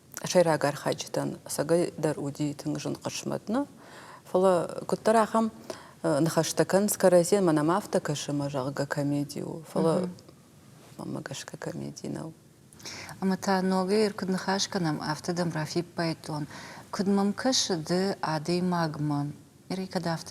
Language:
Ossetic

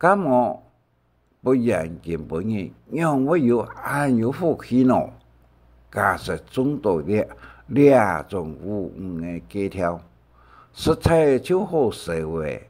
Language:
Hakka Chinese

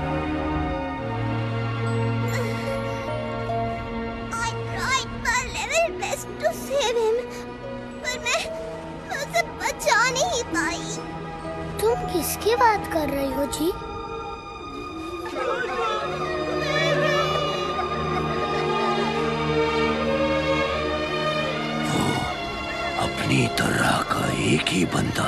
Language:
Hindi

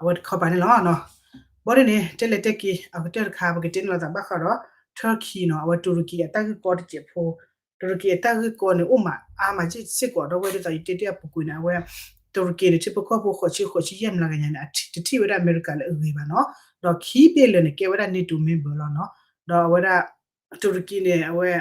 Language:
S'gaw Karen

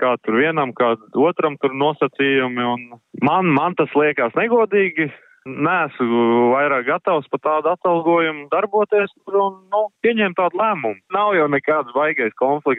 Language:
Latvian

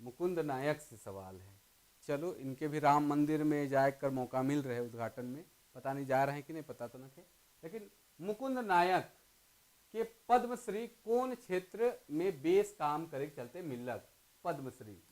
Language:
Sadri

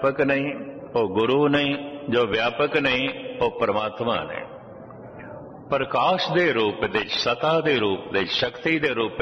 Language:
Punjabi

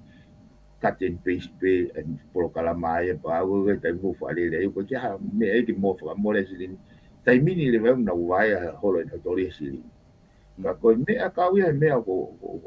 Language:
Tongan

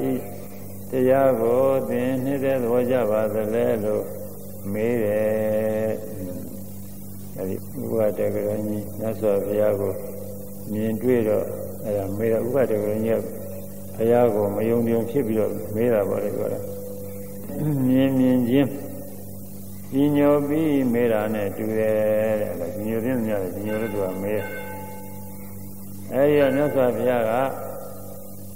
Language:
Burmese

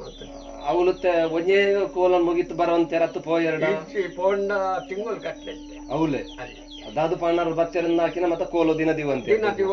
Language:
Tulu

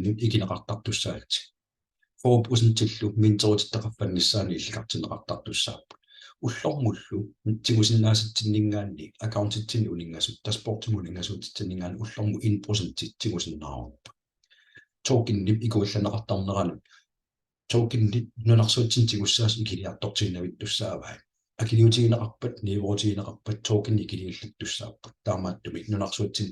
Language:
Kalaallisut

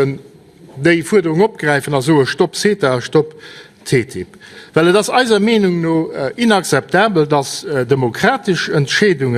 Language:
Luxembourgish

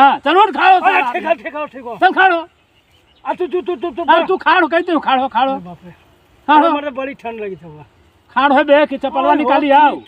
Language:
Magahi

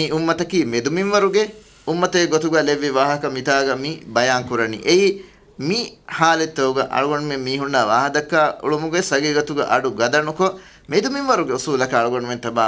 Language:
Divehi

